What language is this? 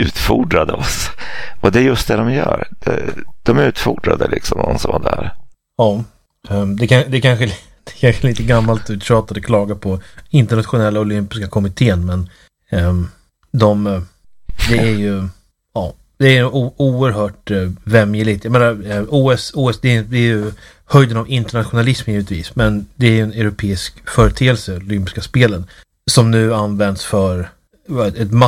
Swedish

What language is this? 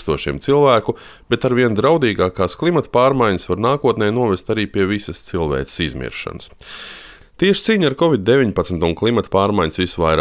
Latvian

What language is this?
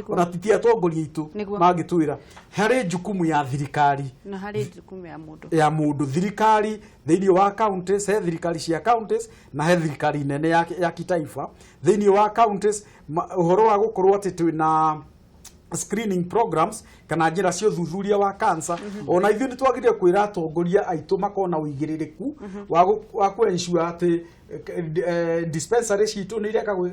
Kikuyu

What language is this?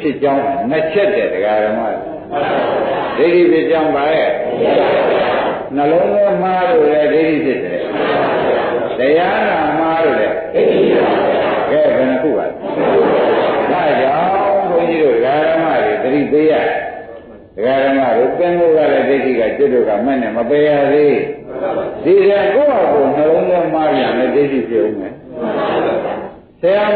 Burmese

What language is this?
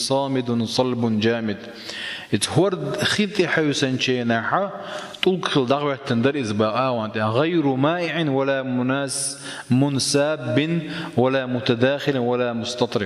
Chechen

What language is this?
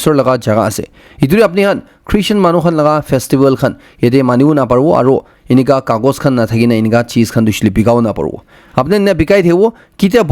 Naga Pidgin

